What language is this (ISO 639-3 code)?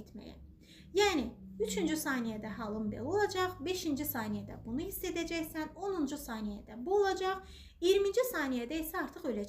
aze